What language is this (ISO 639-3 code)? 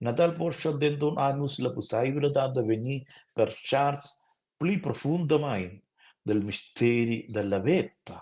roh